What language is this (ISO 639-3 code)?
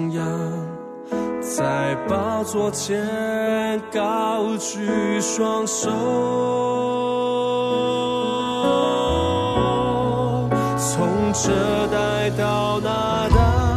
zho